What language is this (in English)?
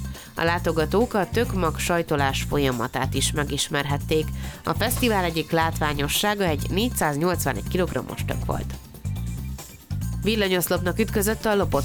Hungarian